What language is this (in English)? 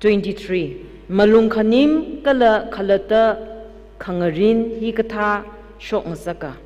Tangkhul Naga (India)